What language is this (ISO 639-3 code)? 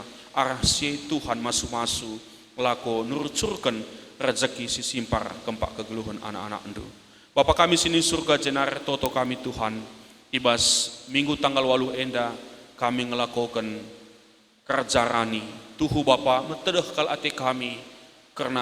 btx